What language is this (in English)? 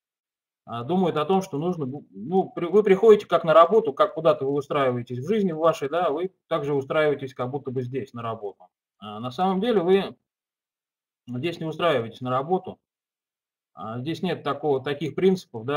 Russian